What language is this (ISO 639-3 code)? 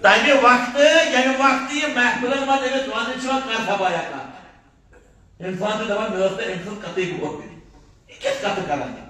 kas